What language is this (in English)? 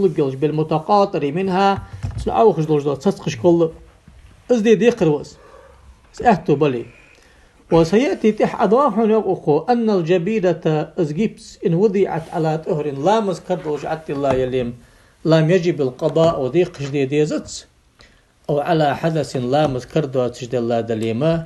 Ingush